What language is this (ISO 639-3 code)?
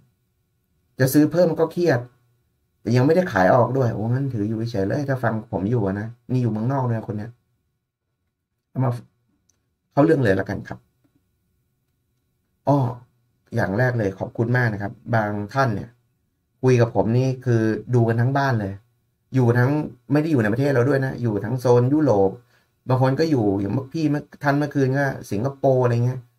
tha